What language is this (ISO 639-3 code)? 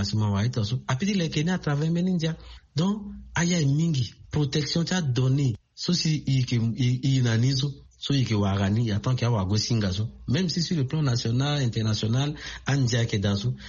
sag